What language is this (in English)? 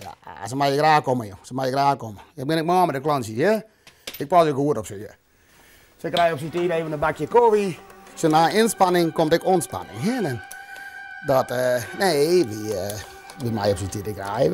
Western Frisian